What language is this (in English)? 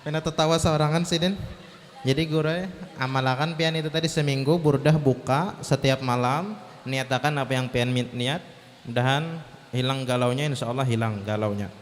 Banjar